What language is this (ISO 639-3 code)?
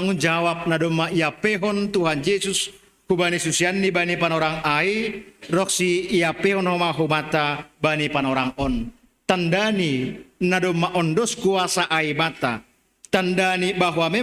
bts